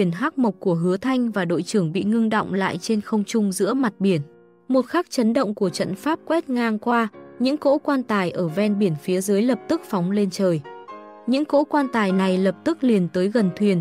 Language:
Vietnamese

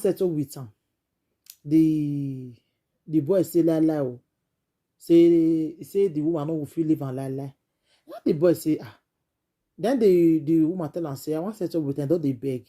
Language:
Nigerian Pidgin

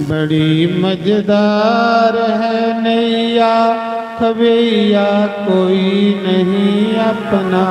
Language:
Dogri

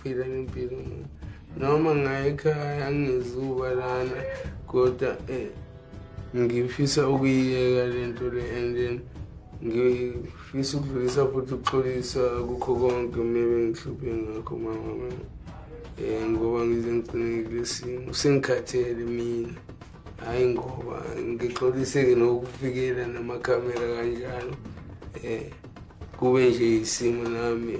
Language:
Zulu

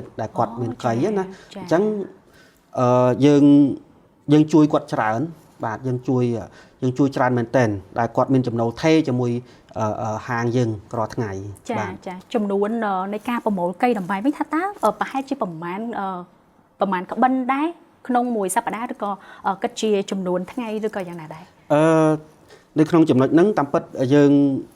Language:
Khmer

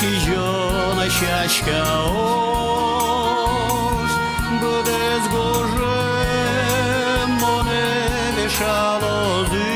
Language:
Udmurt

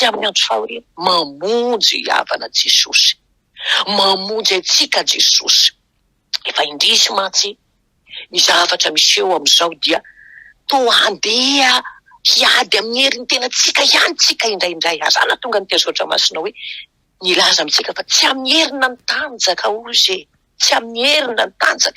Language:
Malagasy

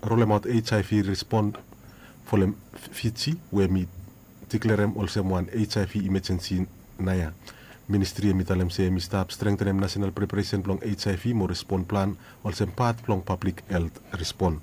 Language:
Bislama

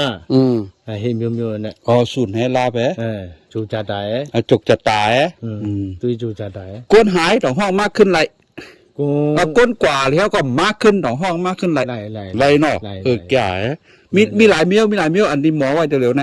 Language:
Shan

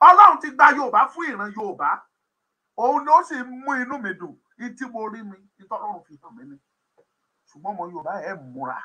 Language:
Yoruba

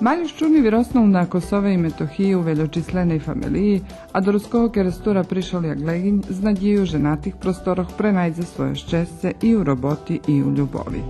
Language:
Rusyn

